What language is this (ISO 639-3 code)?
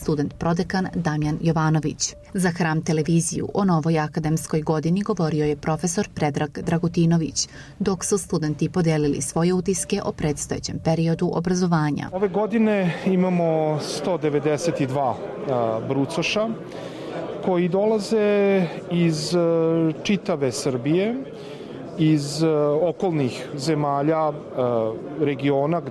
srp